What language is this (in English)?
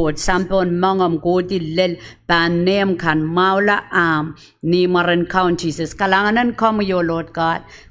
Pohnpeian